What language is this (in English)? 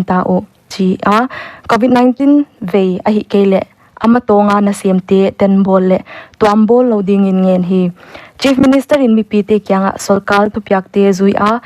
Paite Chin